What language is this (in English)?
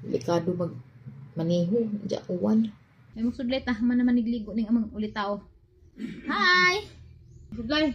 Cebuano